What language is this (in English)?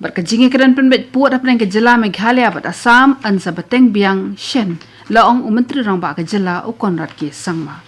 Khasi